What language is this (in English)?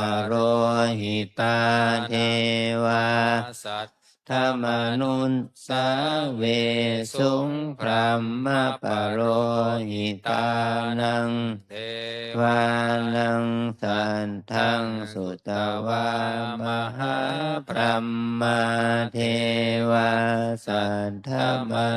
Pali